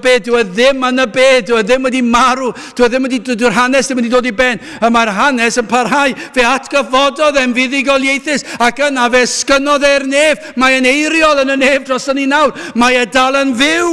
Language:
Welsh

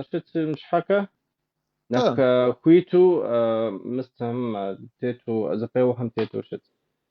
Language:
Kabardian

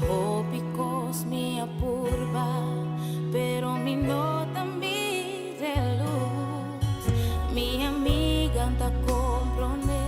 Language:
Papiamento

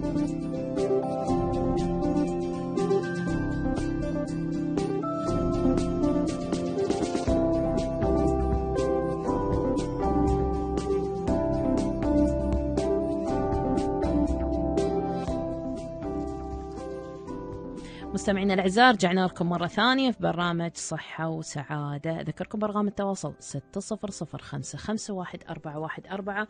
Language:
Arabic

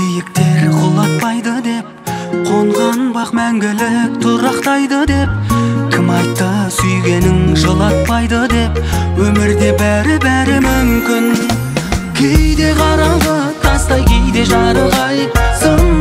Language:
Kazakh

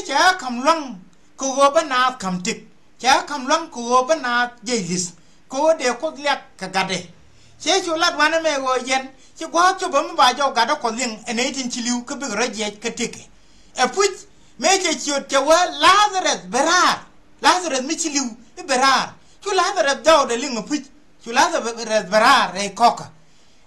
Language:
Nuer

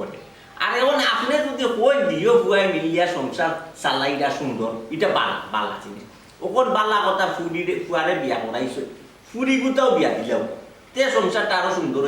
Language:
Sylheti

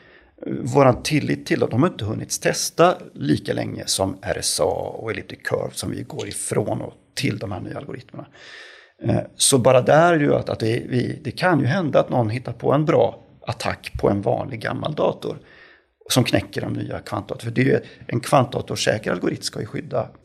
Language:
Swedish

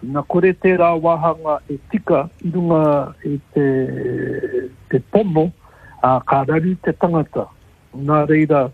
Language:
Māori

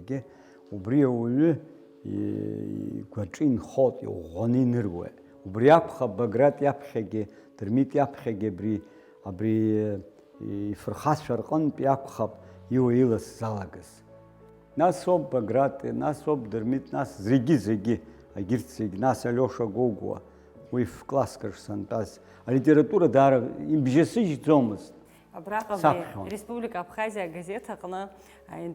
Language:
Abkhazian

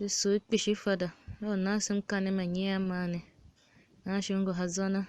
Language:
Tiv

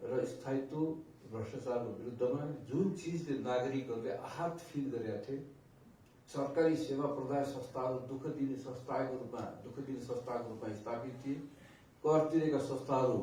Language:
Nepali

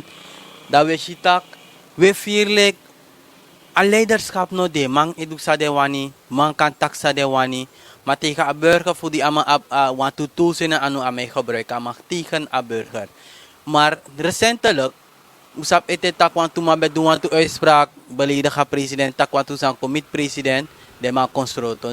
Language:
Sranan Tongo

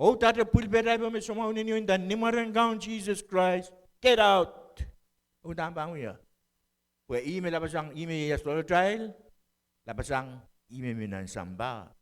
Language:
Pohnpeian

